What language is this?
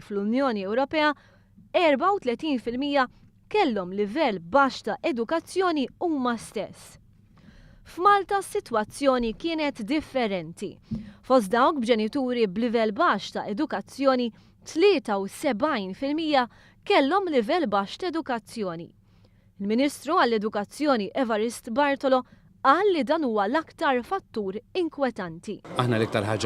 Maltese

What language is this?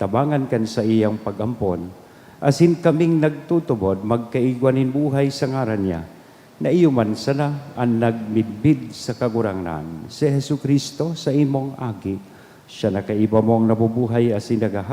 Bikol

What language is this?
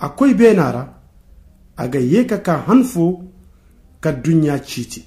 Zarma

